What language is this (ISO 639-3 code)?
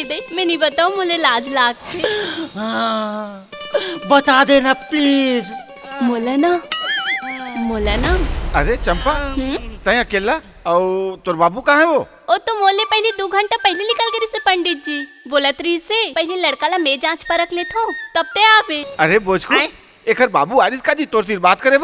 hne